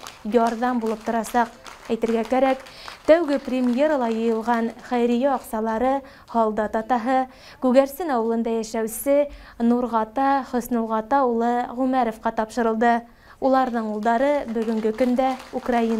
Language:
Bashkir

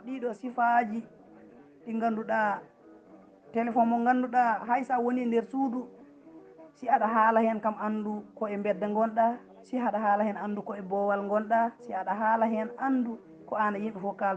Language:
Fula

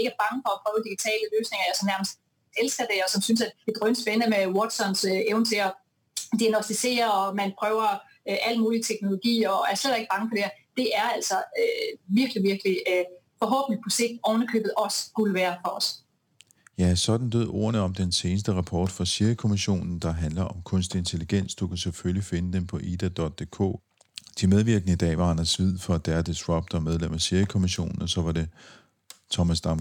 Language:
Danish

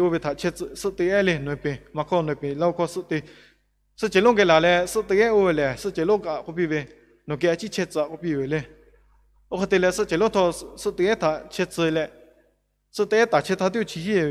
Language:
Lahu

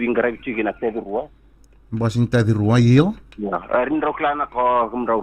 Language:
Fijian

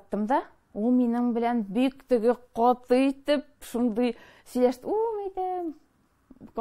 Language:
Tatar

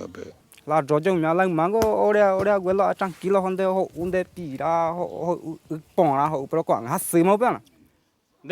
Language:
Guarani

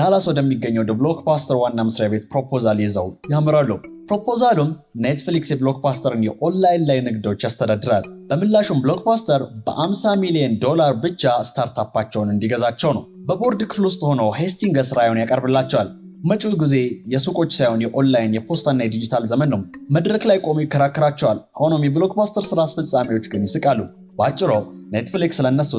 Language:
Amharic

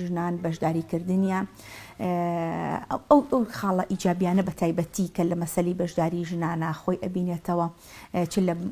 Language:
Central Kurdish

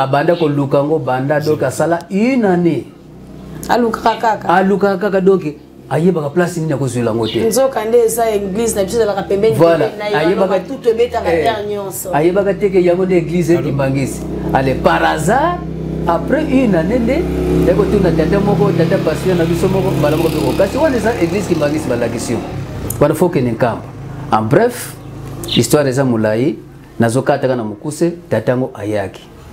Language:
Lingala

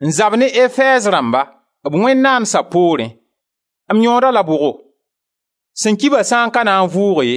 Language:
Mossi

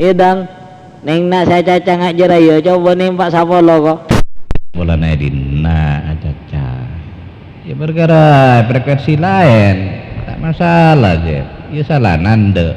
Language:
Madurese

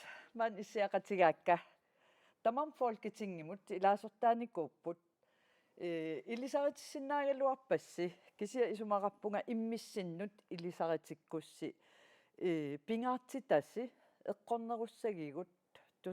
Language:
Kalaallisut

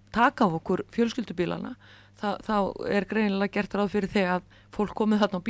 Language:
Icelandic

